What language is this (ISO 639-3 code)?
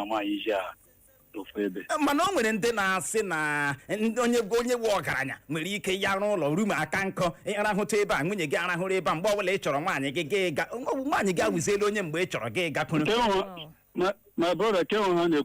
ibo